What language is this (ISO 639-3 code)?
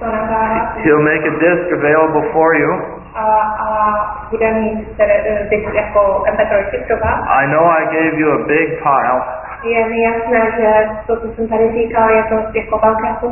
ces